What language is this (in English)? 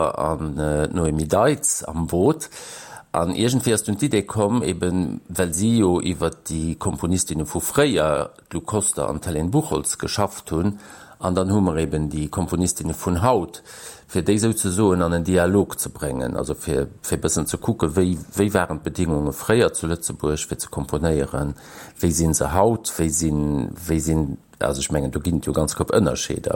Luxembourgish